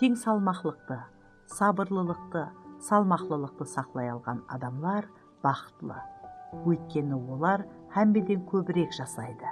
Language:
Kara-Kalpak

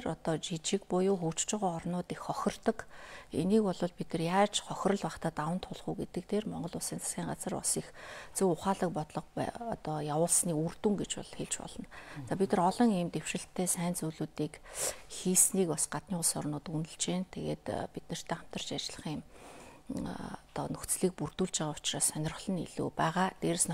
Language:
Mongolian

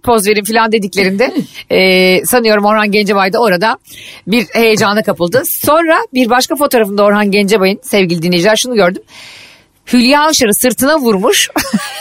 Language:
Turkish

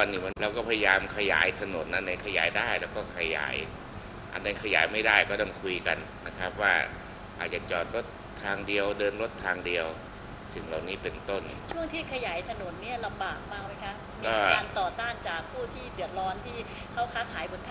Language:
Thai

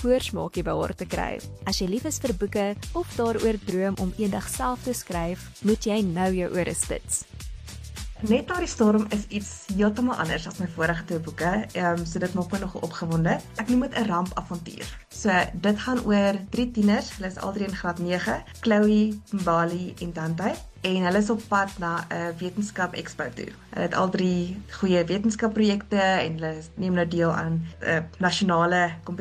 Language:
Afrikaans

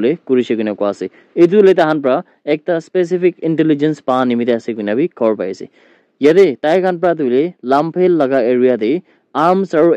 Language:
Naga Pidgin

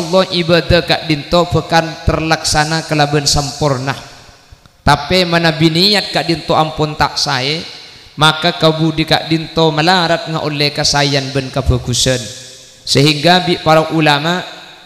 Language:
Madurese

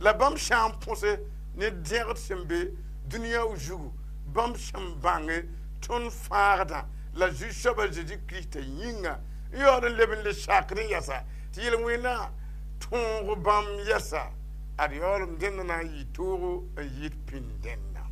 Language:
Mossi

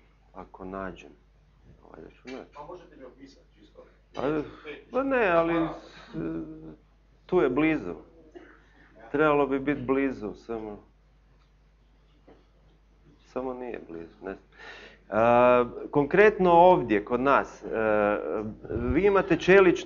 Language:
Croatian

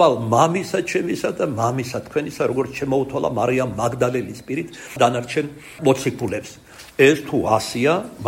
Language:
Georgian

